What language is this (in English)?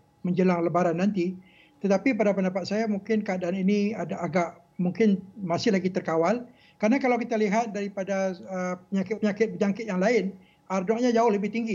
Malay